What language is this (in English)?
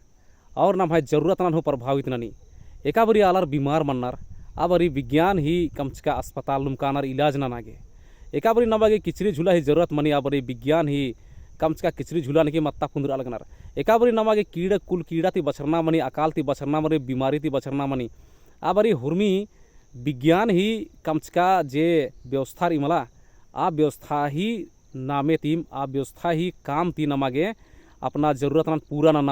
Kurukh